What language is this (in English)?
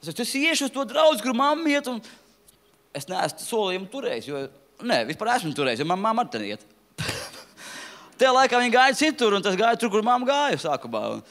Latvian